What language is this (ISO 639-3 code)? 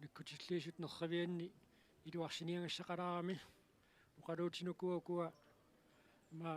kal